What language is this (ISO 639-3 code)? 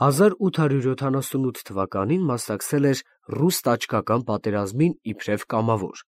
hye